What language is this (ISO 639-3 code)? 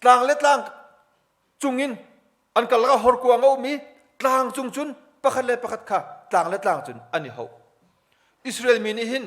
cnh